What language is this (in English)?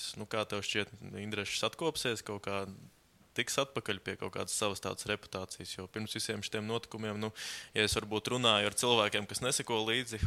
Latvian